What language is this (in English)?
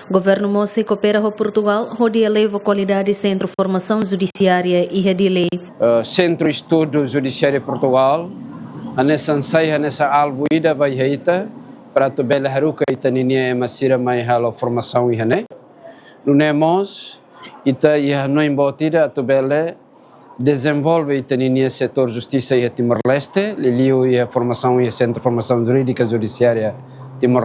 Tetum